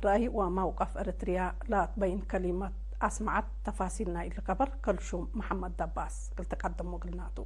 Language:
Tigre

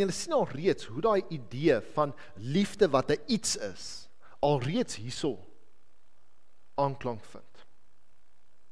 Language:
Afrikaans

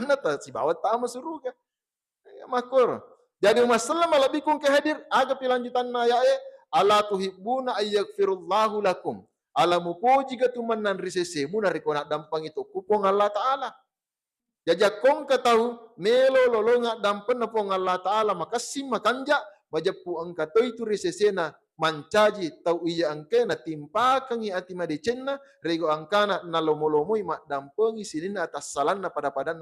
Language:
Buginese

